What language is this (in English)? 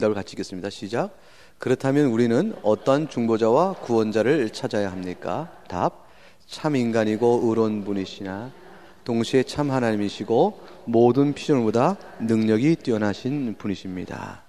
Korean